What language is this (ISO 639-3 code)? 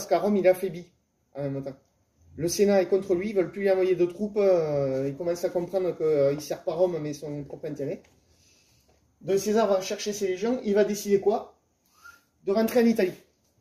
fra